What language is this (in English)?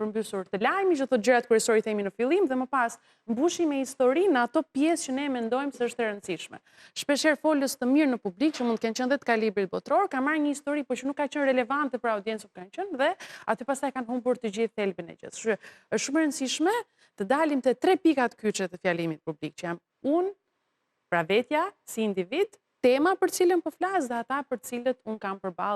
Albanian